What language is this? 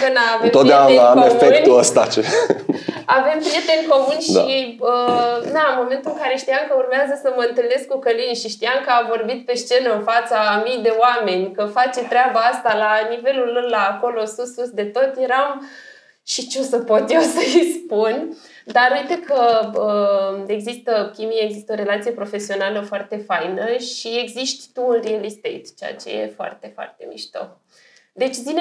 Romanian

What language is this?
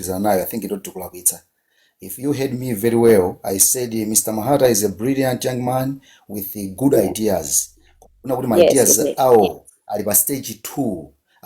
Nyanja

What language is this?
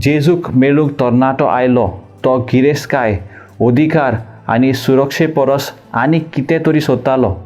Konkani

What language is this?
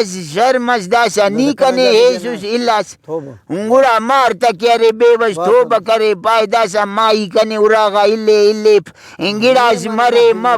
Brahui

